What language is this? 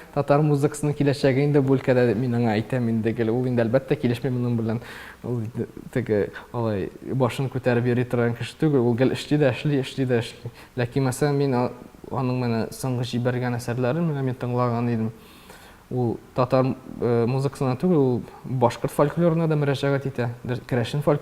Tatar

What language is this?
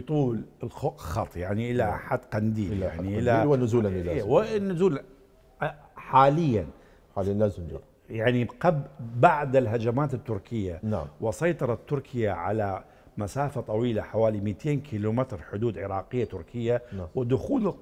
Mesopotamian Arabic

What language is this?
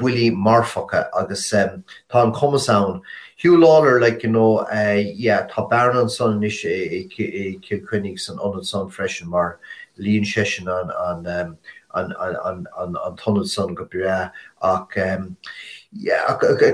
Irish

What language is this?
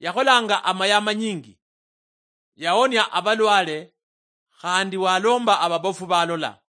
Luyia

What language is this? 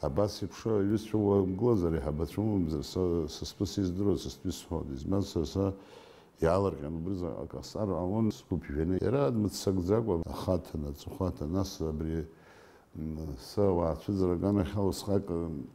Abkhazian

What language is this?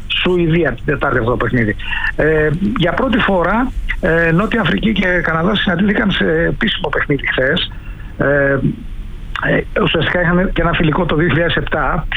Greek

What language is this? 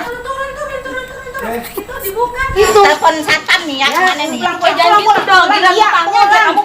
Betawi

